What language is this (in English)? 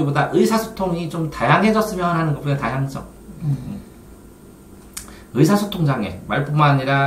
Korean